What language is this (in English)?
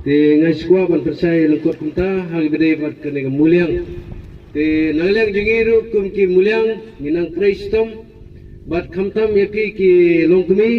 Khasi